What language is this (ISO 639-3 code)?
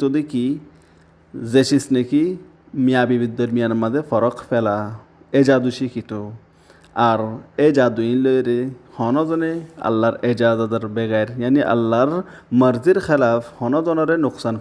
rhg